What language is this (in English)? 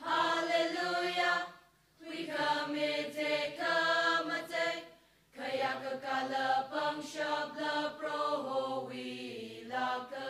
Tangkhul Naga (India)